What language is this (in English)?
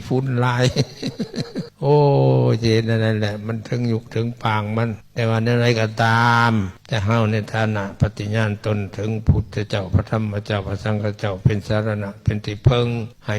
Lao